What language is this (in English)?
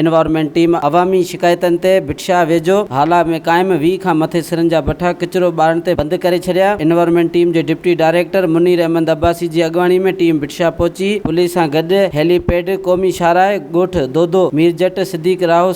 Sindhi